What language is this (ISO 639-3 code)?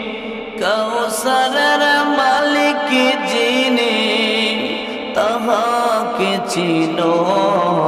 ben